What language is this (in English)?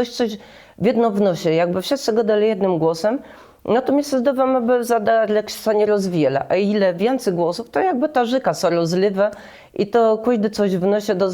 Kashubian